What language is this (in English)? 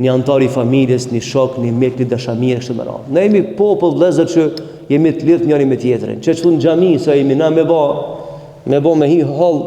Albanian